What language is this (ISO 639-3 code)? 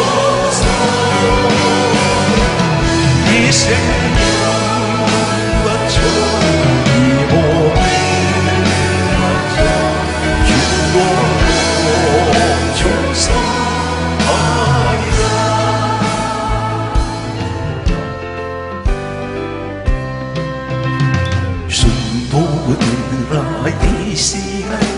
kor